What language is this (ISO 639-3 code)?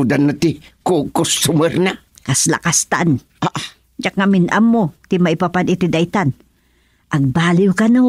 ilo